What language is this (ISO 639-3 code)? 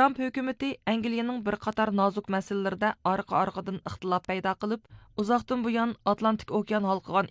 uig